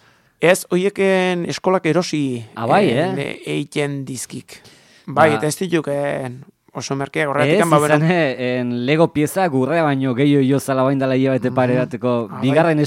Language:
Basque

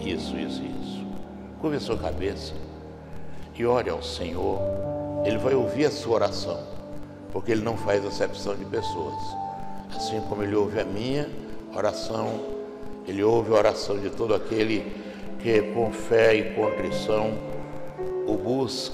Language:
Portuguese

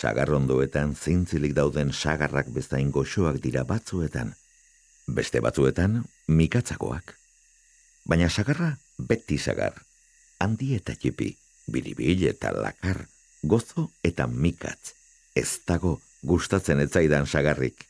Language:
Basque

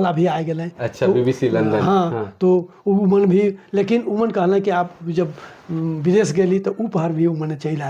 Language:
Sadri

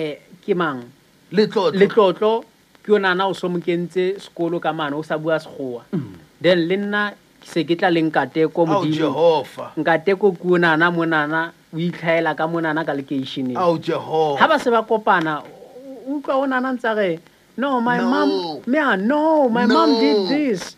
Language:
Southern Sotho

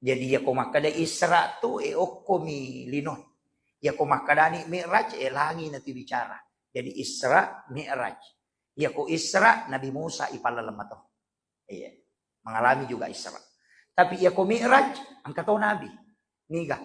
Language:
Buginese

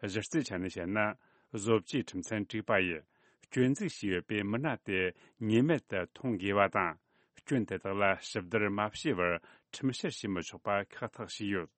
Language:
Tibetan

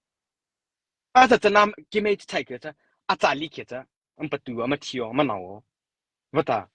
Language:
Mara Chin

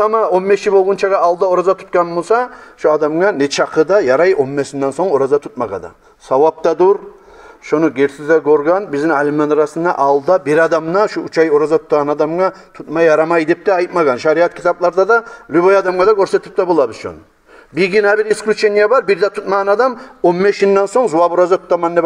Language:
Kumyk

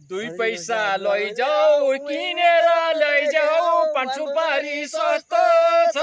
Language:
Nepali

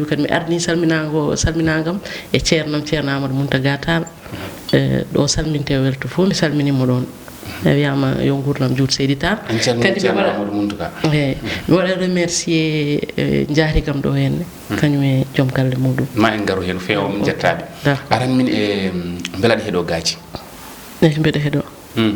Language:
Fula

